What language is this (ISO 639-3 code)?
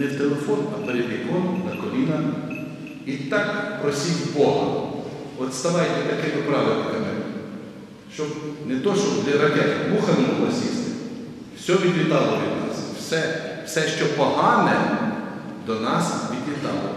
ukr